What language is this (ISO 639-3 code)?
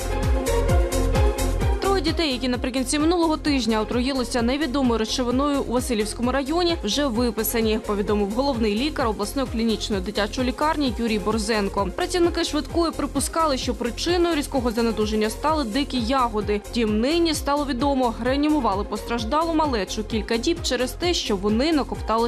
ukr